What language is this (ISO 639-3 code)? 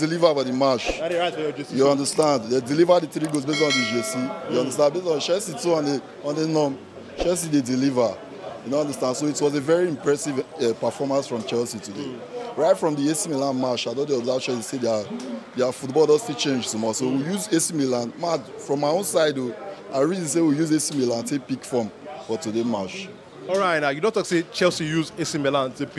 pcm